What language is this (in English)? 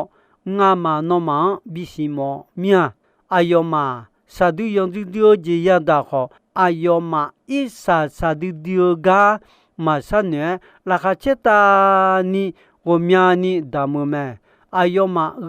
Akha